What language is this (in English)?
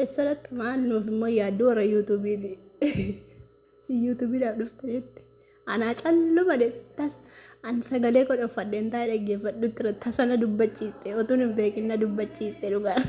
Oromo